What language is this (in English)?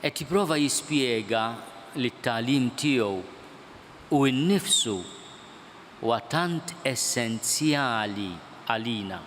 Maltese